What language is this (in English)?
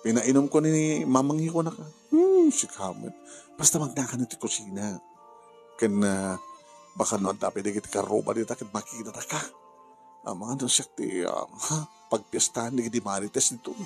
Iloko